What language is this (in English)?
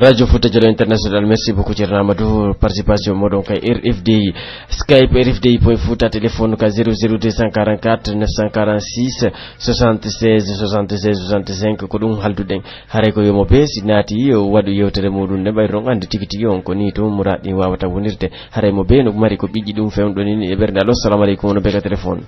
Pular